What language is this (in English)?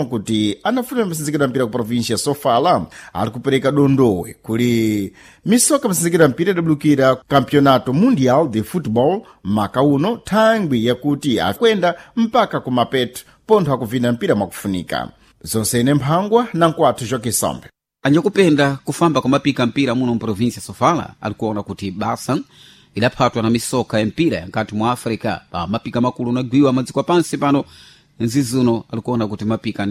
Sena